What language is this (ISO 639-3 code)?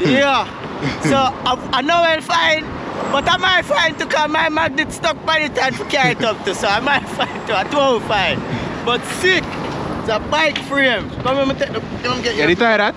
jam